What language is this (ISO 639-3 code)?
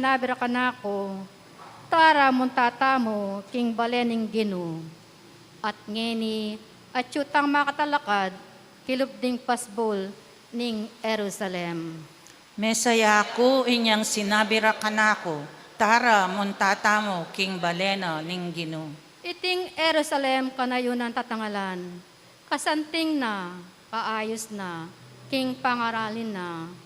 pam